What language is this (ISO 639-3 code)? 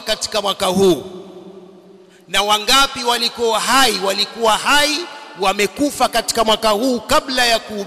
swa